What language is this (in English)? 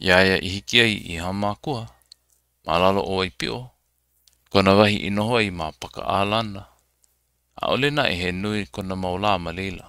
Hawaiian